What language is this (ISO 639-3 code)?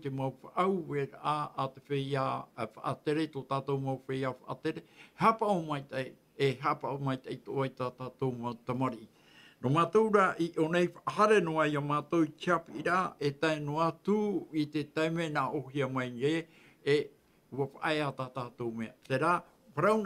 tah